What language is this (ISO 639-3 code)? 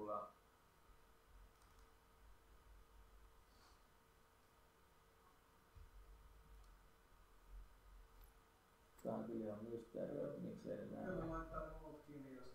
fin